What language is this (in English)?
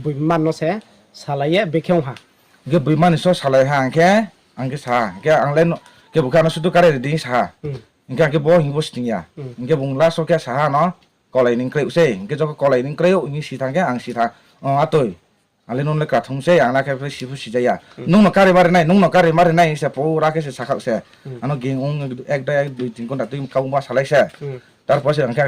Riang (India)